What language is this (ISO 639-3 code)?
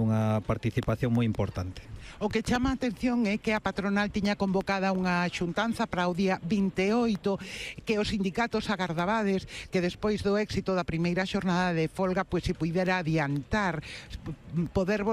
glg